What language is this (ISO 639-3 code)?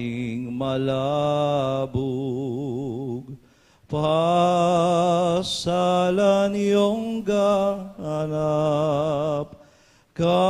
pam